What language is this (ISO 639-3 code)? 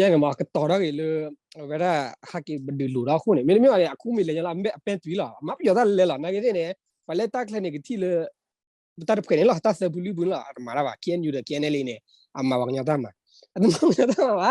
ksw